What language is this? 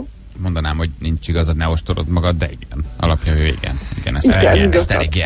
Hungarian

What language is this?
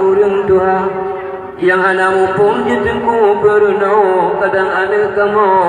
Achinese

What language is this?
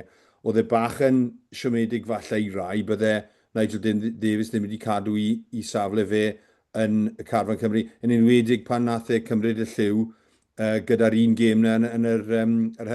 Welsh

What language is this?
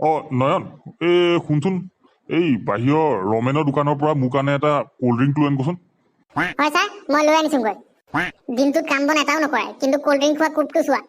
Assamese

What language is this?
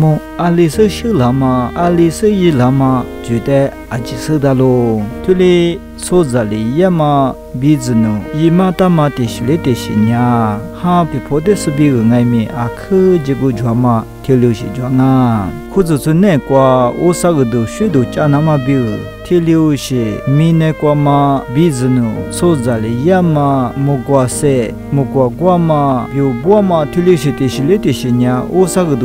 Lisu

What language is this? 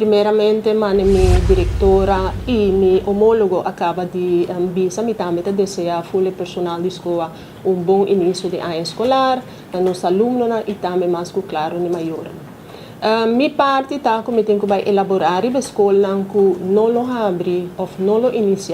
Papiamento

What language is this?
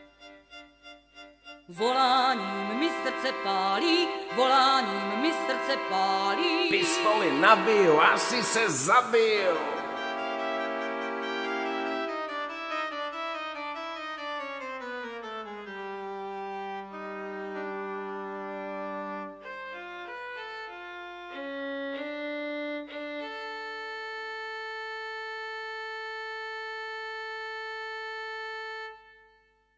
Czech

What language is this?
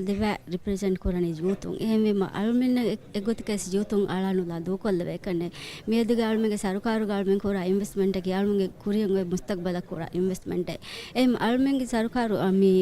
Divehi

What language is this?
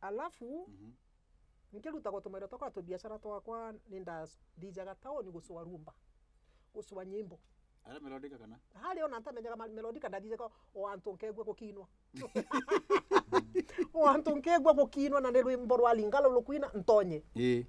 Meru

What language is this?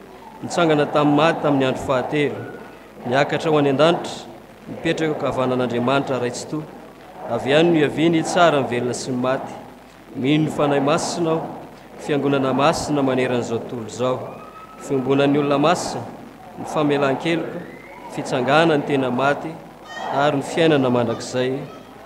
Malagasy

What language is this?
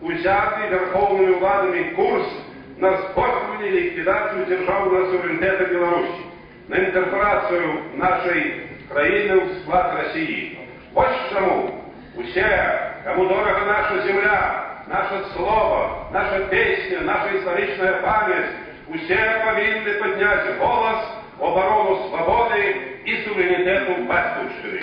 Belarusian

